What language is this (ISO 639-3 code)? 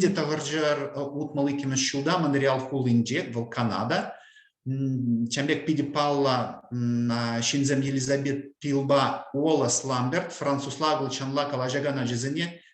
chv